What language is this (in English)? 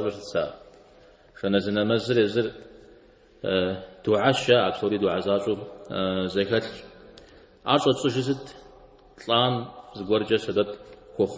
Kabardian